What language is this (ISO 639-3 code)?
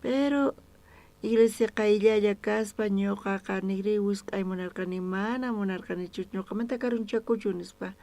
quh